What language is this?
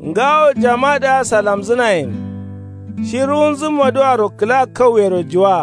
Kanuri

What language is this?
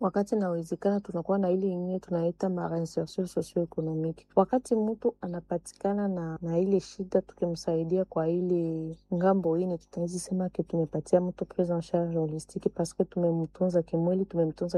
Swahili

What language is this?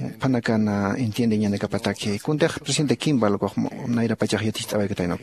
Aymara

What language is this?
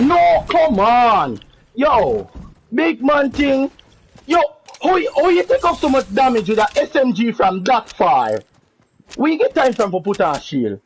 Jamaican Creole English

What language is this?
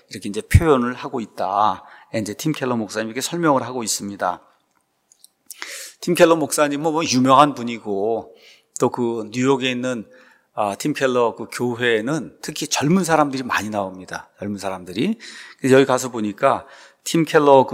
Korean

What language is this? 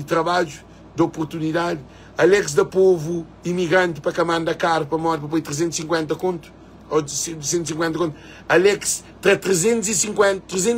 Kabuverdianu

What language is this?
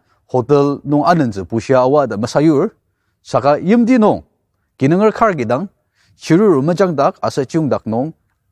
Ao Naga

